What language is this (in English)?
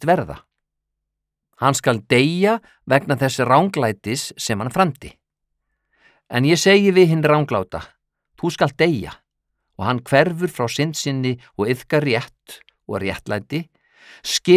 Icelandic